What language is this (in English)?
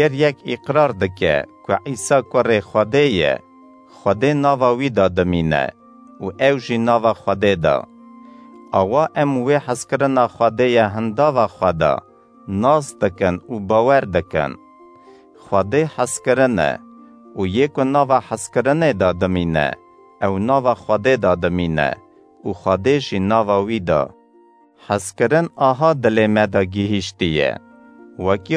Kurdish